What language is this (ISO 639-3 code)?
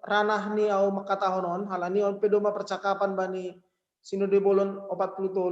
bts